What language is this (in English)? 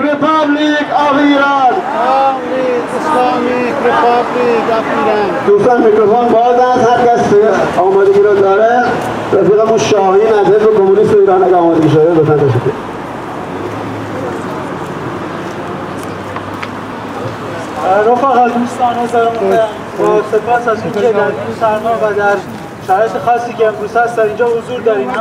Persian